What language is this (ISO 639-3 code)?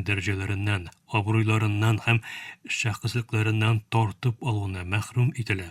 tat